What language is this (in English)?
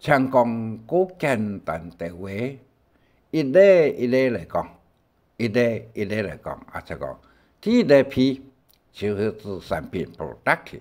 Hakka Chinese